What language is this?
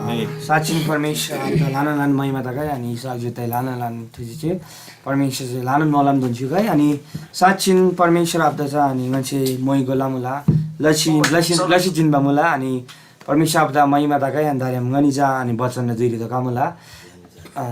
Eastern Tamang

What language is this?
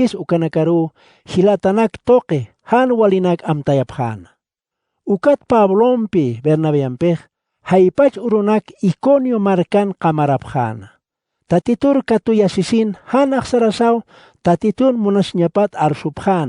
Aymara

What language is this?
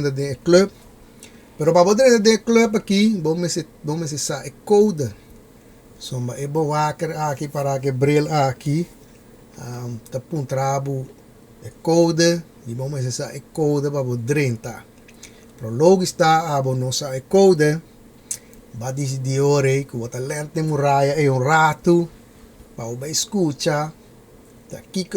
Papiamento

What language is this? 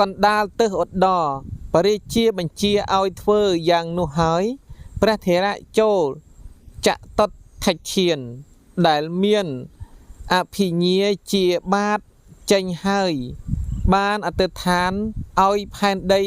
Khmer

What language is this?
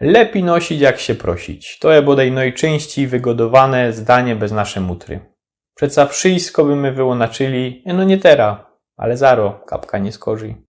Silesian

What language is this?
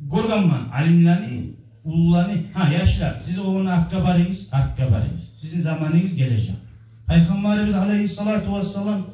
Kumyk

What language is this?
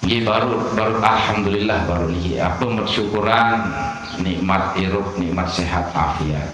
Sasak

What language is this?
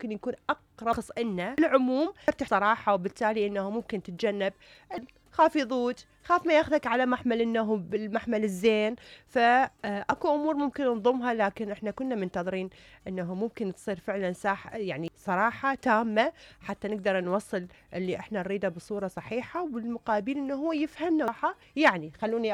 Mesopotamian Arabic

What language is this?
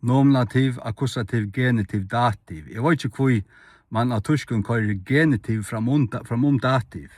Faroese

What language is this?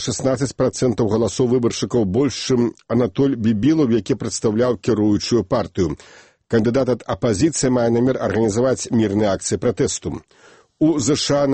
Belarusian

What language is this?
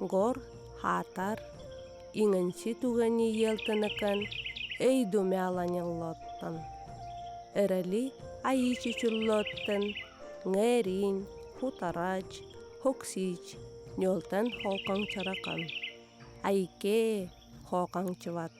Yakut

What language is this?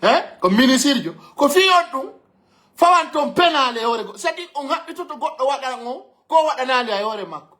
Fula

